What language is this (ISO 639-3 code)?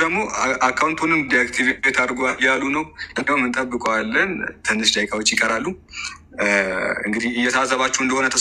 amh